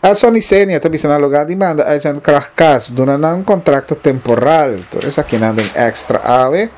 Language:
Papiamento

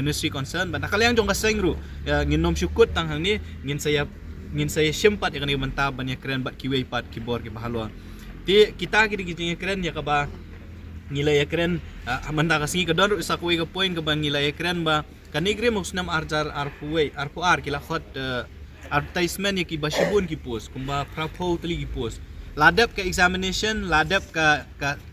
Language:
Khasi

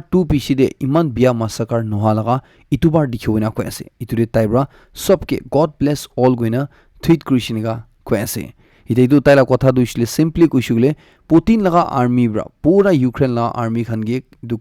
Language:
Naga Pidgin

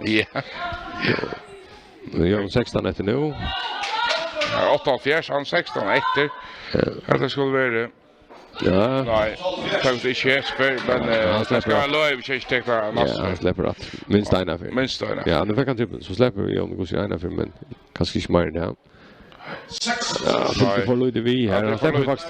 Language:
Faroese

